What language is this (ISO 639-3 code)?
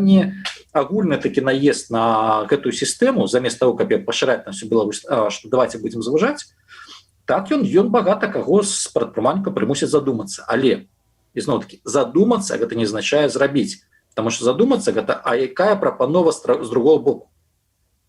bel